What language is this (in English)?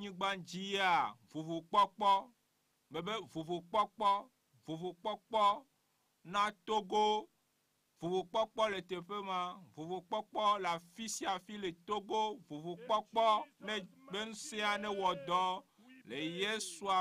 Ewe